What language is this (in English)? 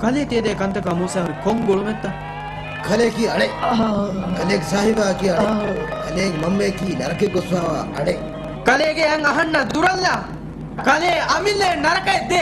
Divehi